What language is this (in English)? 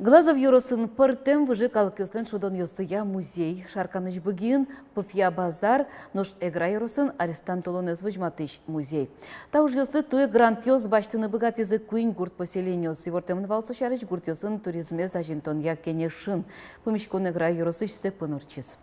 Udmurt